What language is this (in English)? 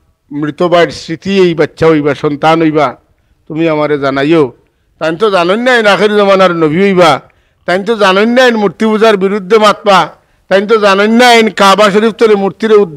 Sylheti